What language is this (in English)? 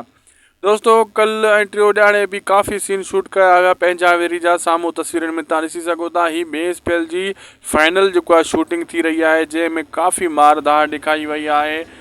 Sindhi